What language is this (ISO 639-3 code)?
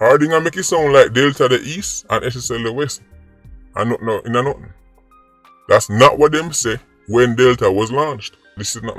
jam